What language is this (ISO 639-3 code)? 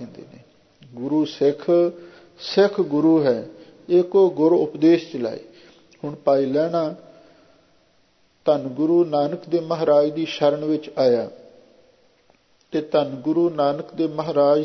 pan